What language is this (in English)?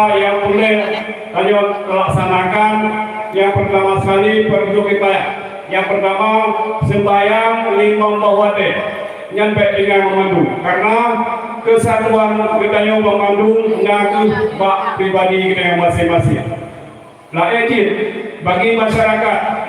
Achinese